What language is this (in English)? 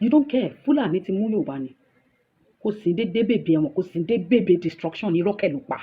Yoruba